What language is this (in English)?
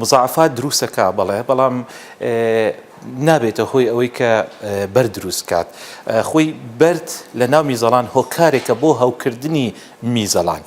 Central Kurdish